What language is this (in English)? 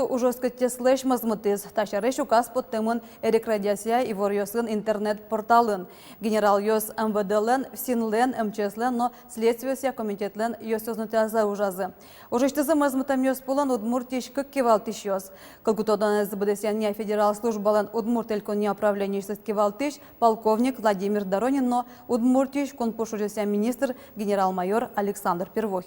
Udmurt